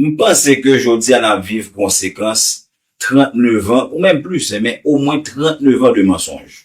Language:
Haitian Creole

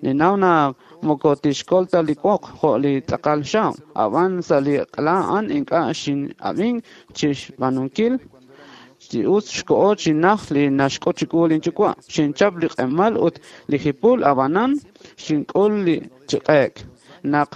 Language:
Kekchí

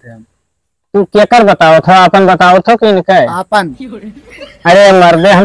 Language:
Awadhi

